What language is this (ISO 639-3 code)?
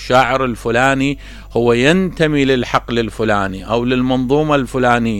acm